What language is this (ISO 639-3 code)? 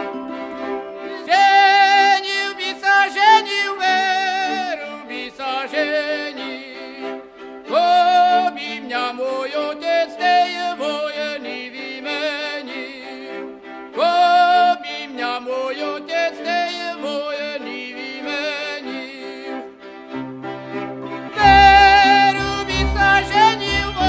slk